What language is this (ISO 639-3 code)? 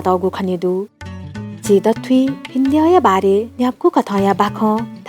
new